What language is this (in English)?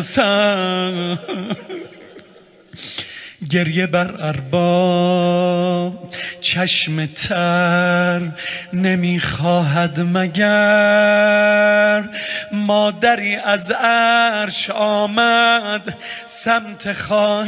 Persian